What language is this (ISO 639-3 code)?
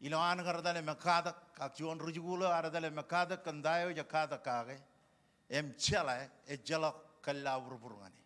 mah